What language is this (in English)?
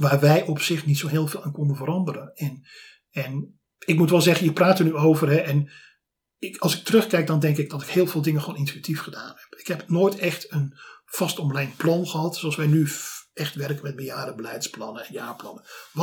Dutch